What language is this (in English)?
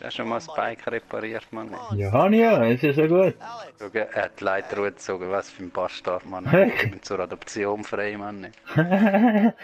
Swiss German